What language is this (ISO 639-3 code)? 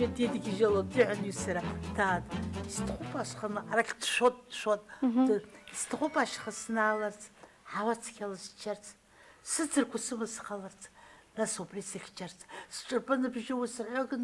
abk